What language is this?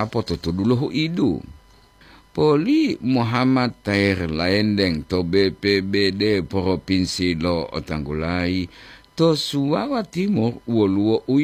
Gorontalo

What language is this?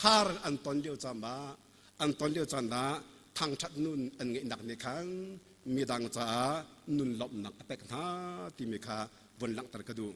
Hakha Chin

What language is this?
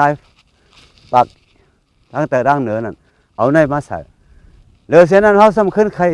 Shan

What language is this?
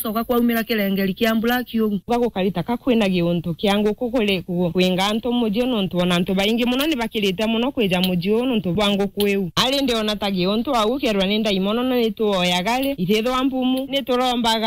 Meru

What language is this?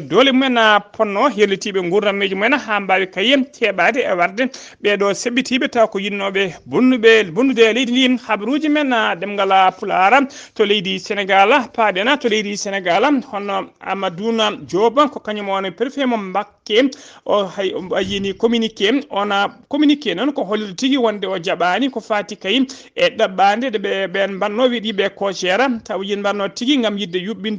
Fula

